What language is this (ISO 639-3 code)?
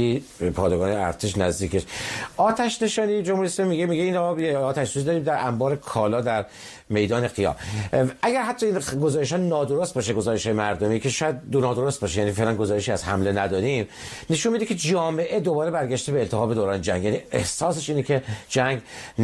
fas